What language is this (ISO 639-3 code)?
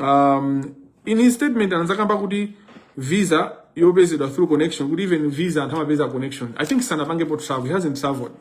nya